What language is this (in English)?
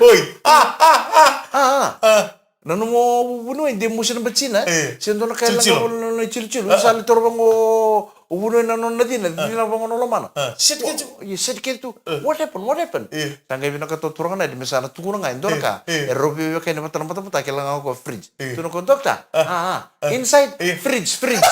Fijian